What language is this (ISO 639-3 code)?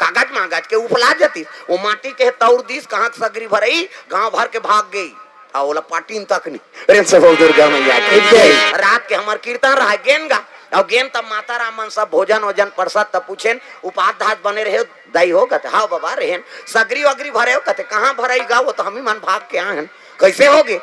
hne